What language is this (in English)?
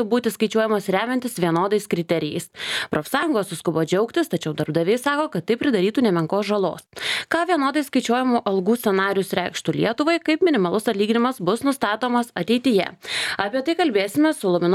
Lithuanian